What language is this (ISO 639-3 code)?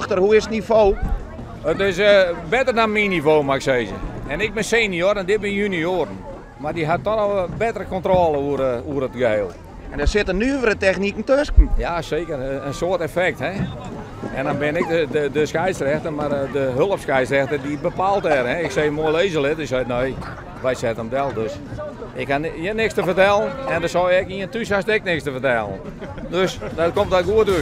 fry